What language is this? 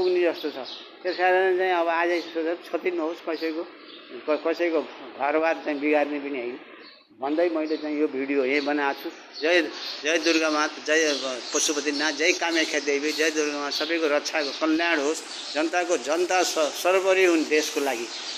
Nepali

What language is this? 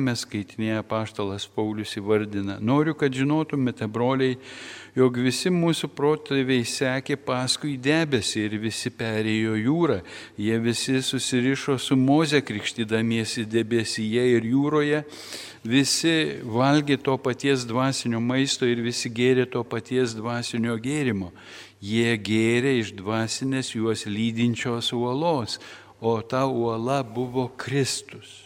Lithuanian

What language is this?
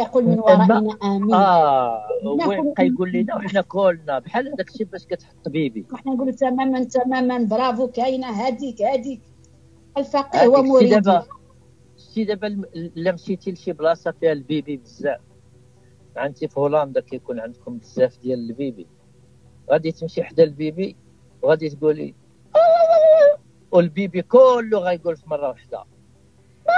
Moroccan Arabic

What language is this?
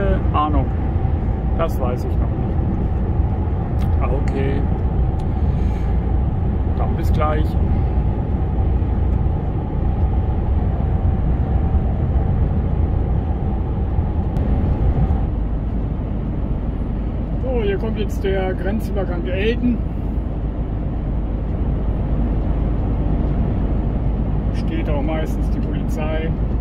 German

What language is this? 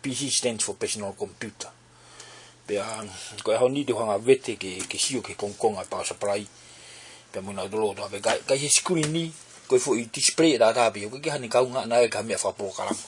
Tongan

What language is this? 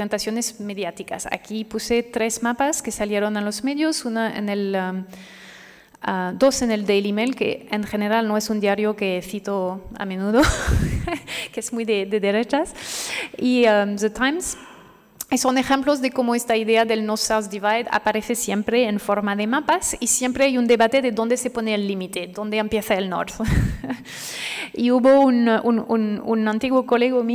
Spanish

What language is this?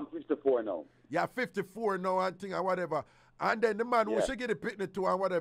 Jamaican Creole English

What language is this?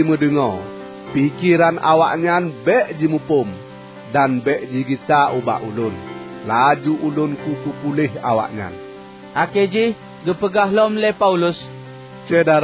Achinese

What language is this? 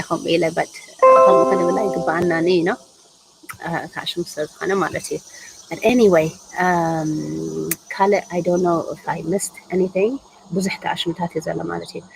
Tigrinya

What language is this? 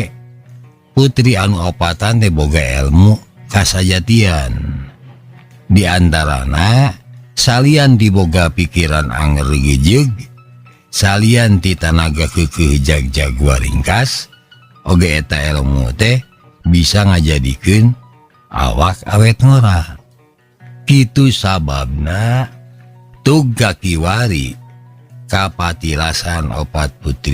Sundanese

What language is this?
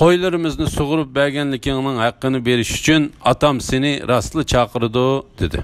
Uyghur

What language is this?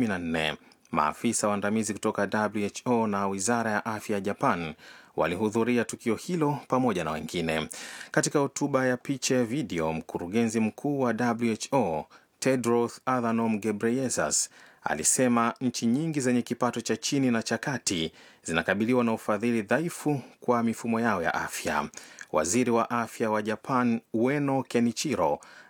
Swahili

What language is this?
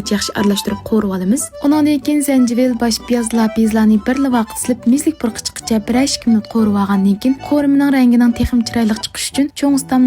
Uyghur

